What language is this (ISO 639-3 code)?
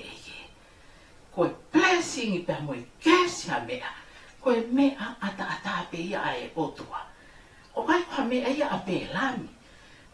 ton